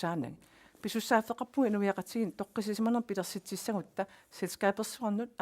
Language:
Kalaallisut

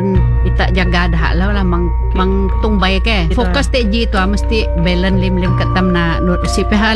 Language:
Malay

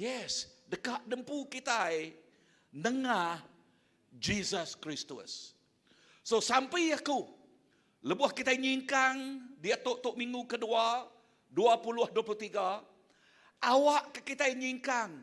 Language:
Iban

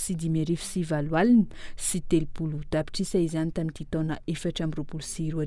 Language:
Malagasy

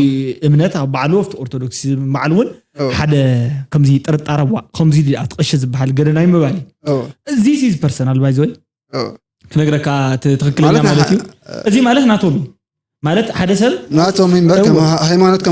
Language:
Tigrinya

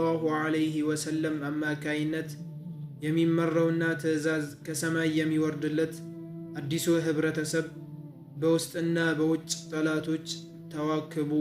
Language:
Amharic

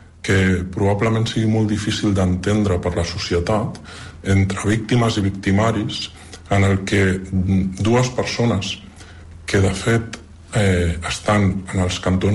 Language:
Catalan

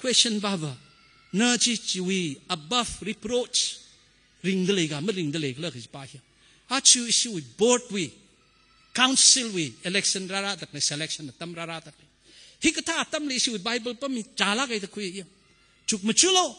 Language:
Tangkhul Naga (India)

